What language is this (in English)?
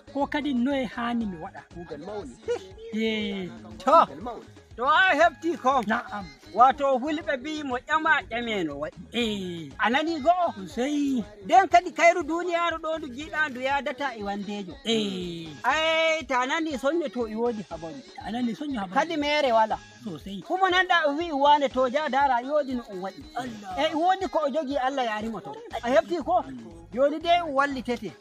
Nigerian Fulfulde